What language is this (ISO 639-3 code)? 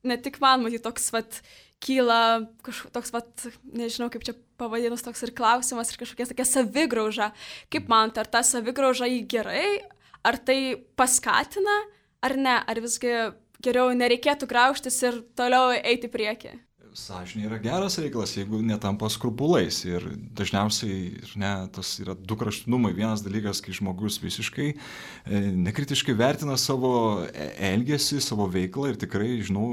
lit